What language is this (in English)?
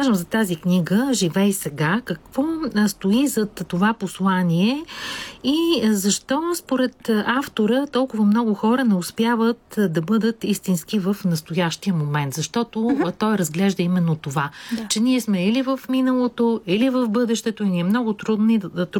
Bulgarian